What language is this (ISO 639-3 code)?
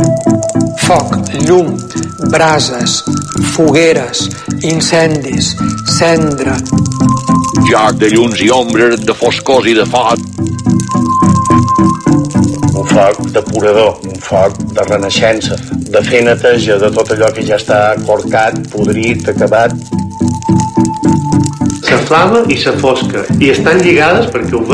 cat